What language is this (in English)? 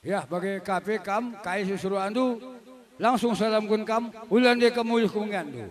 Batak Karo